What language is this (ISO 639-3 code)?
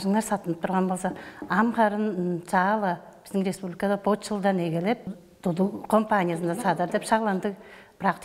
tyv